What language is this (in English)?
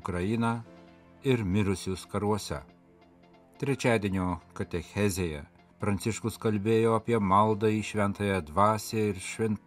Lithuanian